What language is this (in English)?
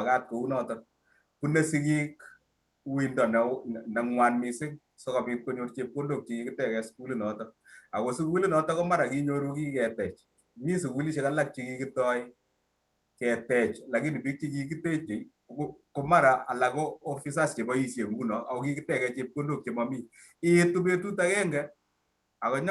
Kalenjin